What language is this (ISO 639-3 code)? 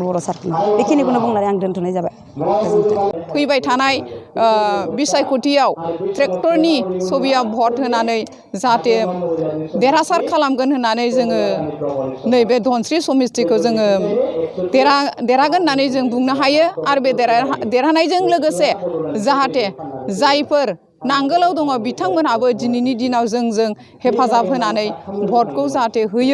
brx